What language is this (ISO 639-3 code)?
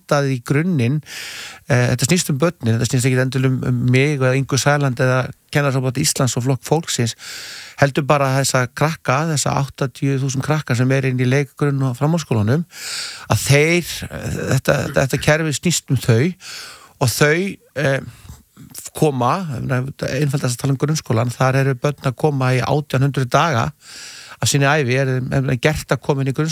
isl